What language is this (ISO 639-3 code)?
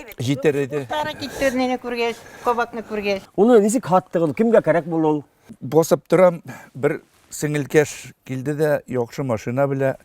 bak